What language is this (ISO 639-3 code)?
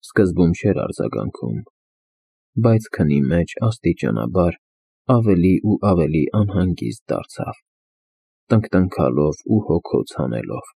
hye